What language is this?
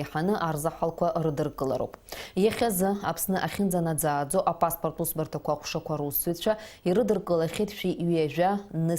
Abkhazian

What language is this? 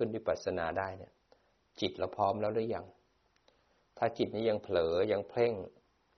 Thai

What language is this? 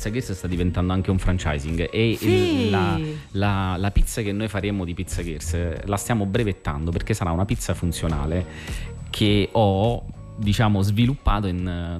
Italian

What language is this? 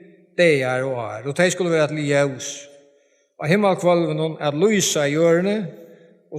Faroese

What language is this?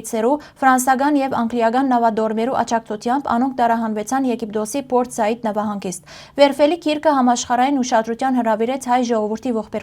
Western Armenian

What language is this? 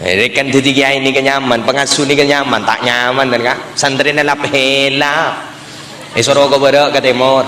Madurese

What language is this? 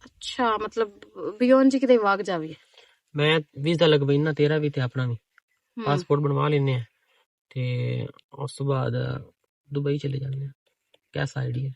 Western Panjabi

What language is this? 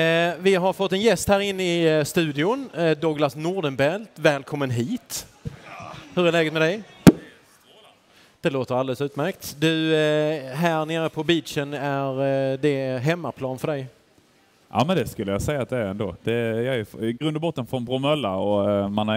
Swedish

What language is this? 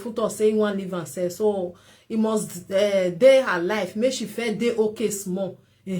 Nigerian Pidgin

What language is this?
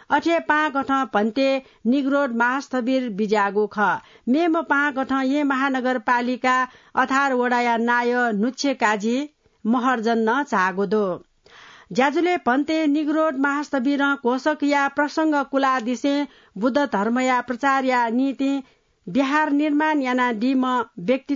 Newari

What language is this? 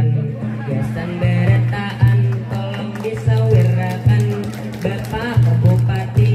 Banjar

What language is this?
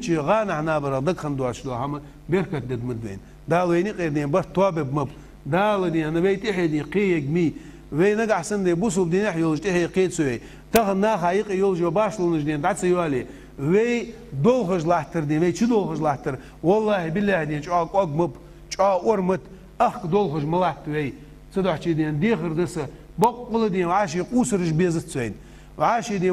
Ingush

